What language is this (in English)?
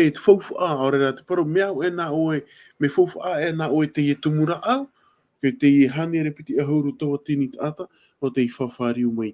Tahitian